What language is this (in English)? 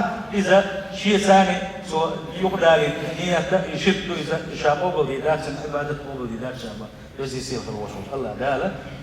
Chechen